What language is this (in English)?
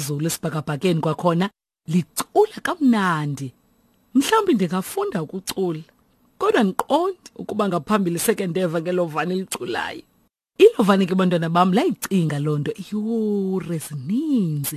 Xhosa